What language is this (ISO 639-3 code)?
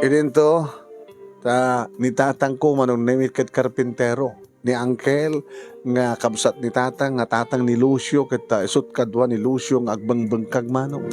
ilo